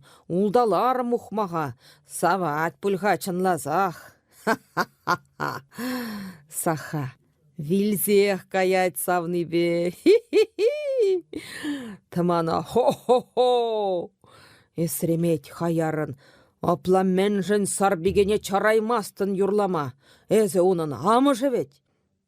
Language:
Chuvash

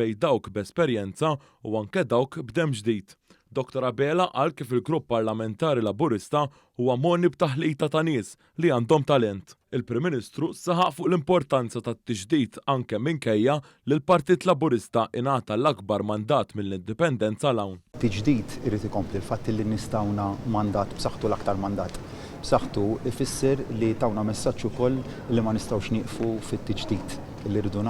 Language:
Maltese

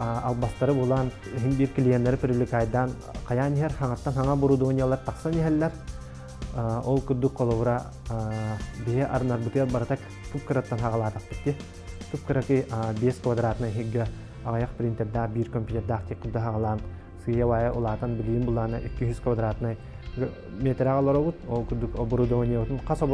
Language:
Yakut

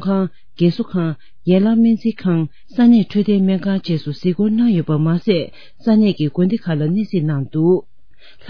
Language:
Tibetan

